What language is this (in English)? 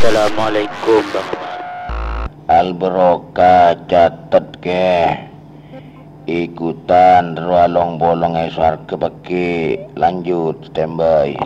Madurese